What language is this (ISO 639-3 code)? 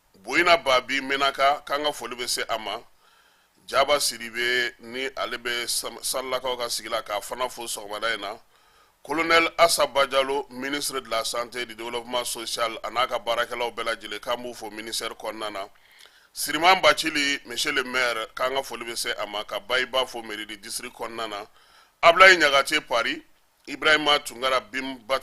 bam